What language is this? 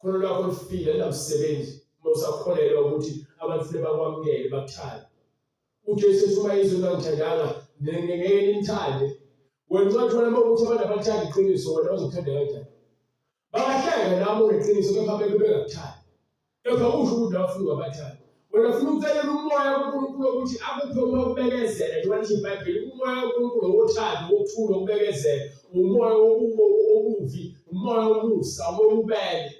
Zulu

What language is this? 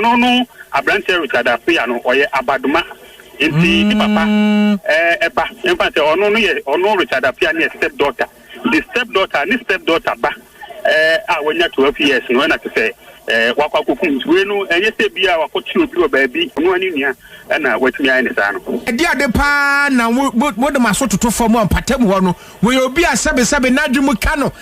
Akan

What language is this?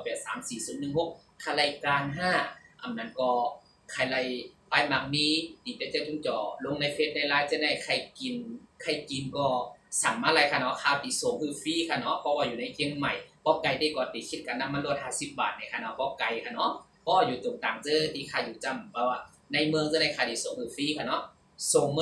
Shan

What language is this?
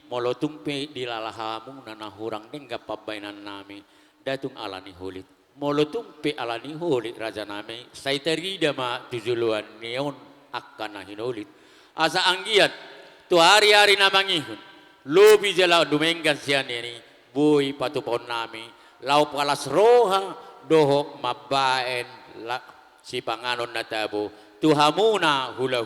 Batak Toba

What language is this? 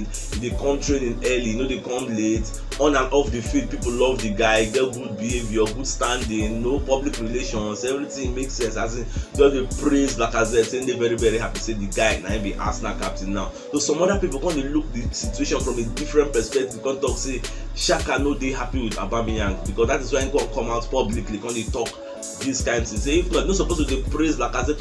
Nigerian Pidgin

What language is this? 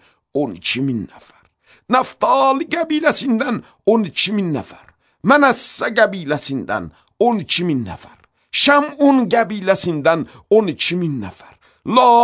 Azerbaijani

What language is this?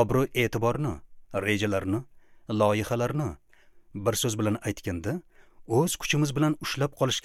Uzbek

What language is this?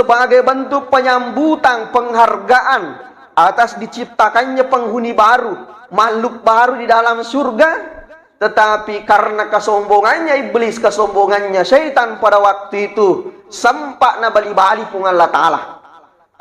Buginese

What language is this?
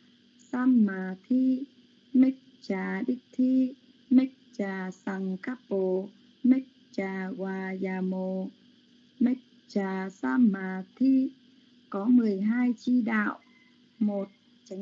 Vietnamese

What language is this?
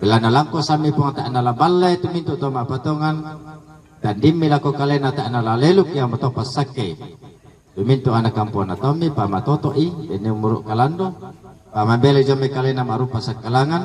Toraja-Sa'dan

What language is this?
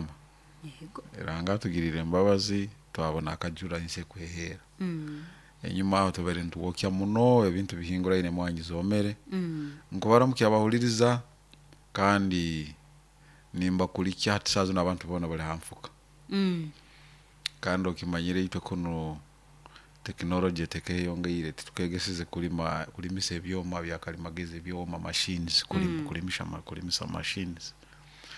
Nyoro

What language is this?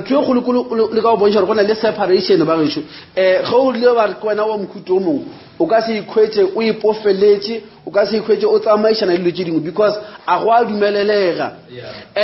Northern Sotho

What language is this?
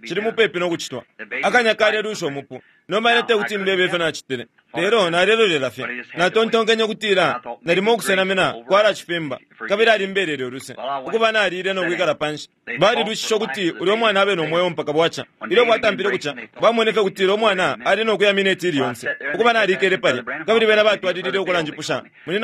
Bemba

